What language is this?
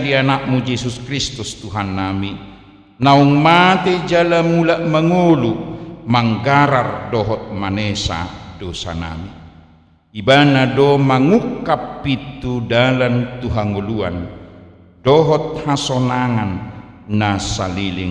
Batak Toba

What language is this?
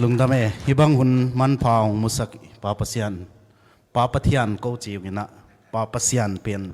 Tedim Chin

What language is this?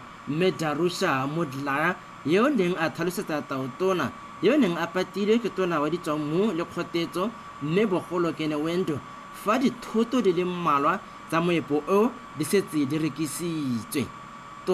Tswana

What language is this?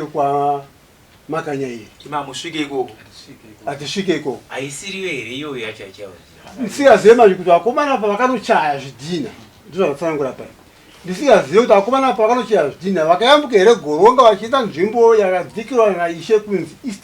Shona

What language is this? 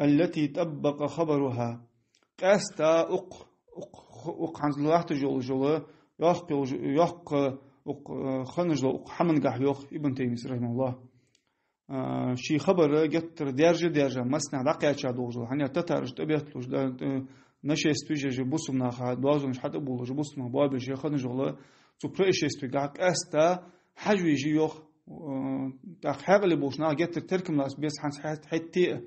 Ingush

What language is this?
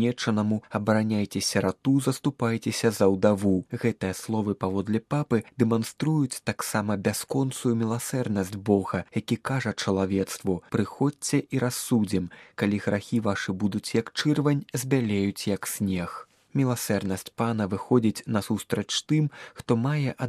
Belarusian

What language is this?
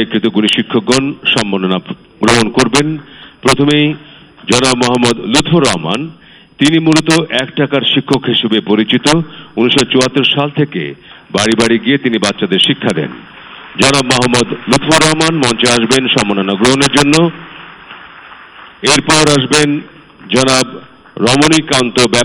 Bangla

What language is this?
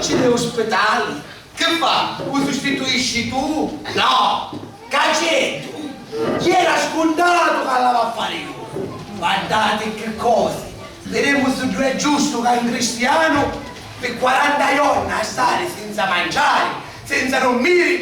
Sicilian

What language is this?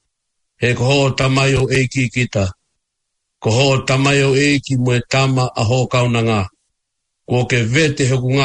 Tongan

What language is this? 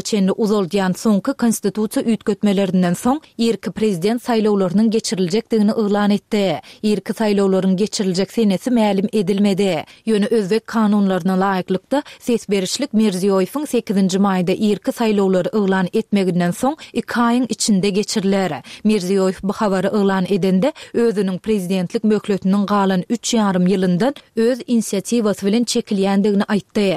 Turkmen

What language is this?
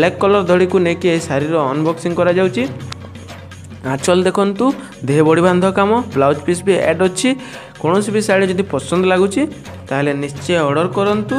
Odia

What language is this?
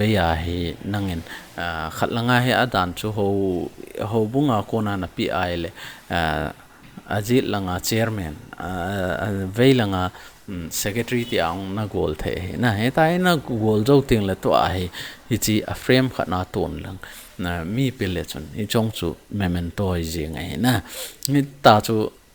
Thado Chin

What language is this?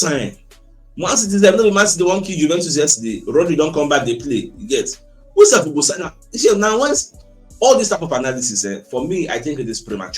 Nigerian Pidgin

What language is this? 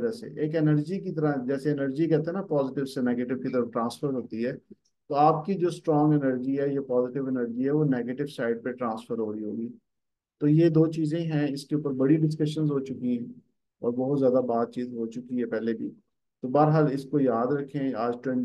Hindi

